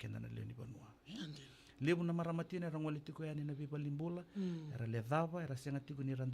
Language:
Fijian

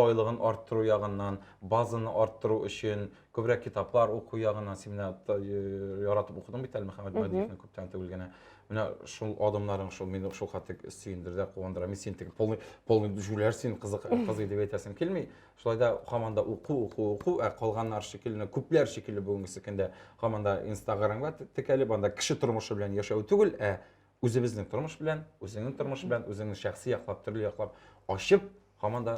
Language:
Tatar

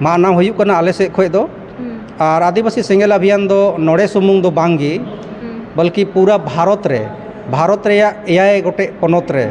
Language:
Santali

